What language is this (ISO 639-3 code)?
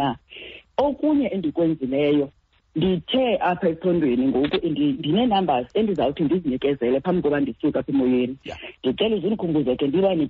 xho